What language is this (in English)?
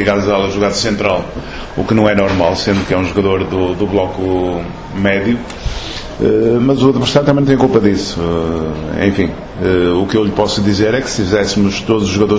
Portuguese